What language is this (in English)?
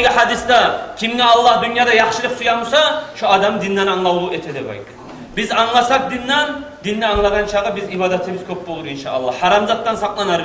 Kumyk